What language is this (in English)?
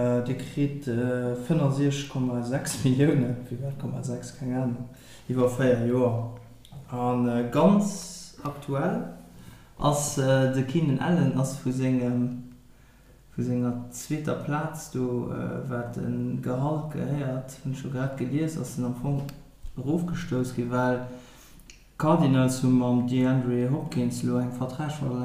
Luxembourgish